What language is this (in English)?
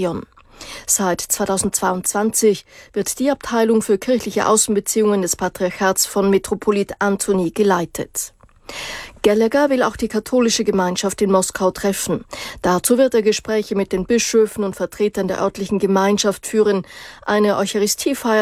German